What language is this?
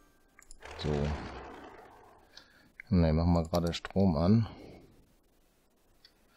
German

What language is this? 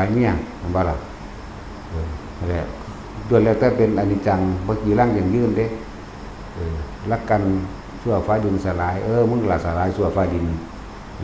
Northeastern Thai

